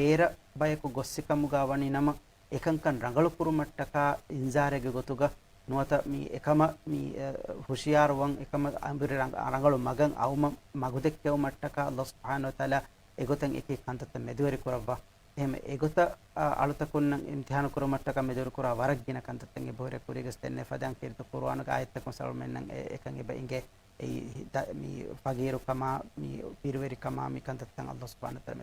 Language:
Divehi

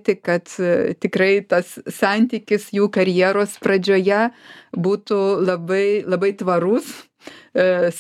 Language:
Lithuanian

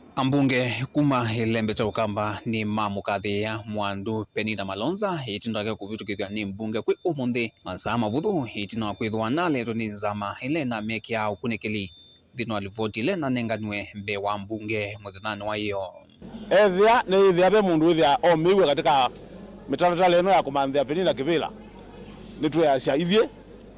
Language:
Kamba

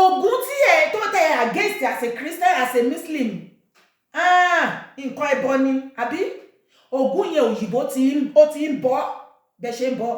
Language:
Yoruba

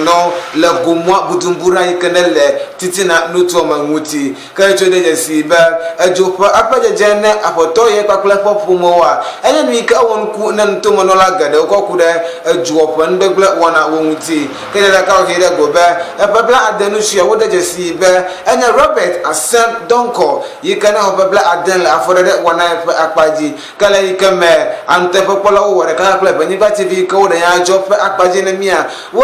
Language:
Ewe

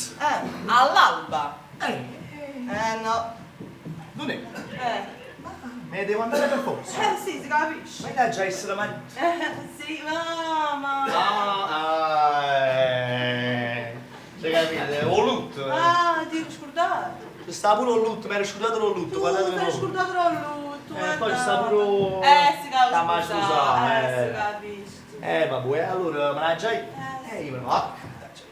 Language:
Neapolitan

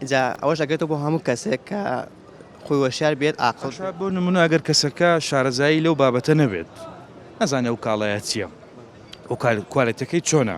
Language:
Central Kurdish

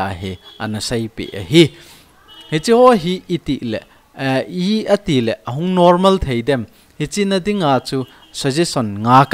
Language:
Thado Chin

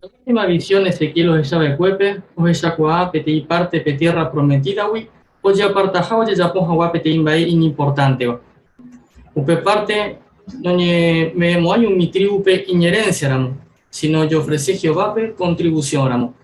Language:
Guarani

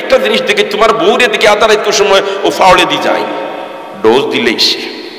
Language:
Sylheti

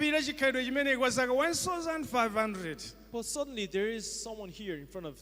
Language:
Nyanja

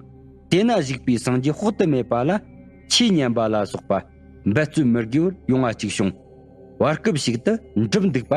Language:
Tibetan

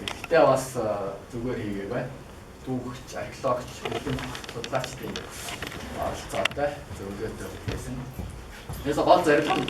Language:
Mongolian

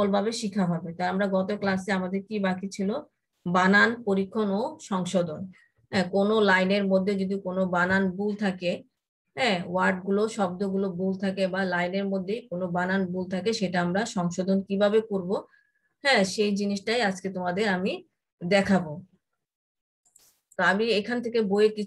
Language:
Bangla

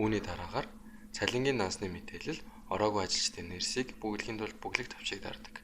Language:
Mongolian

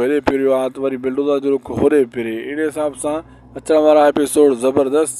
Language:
Sindhi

